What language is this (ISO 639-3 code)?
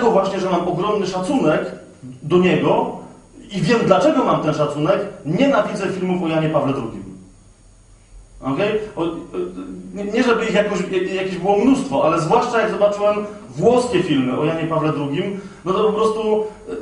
pol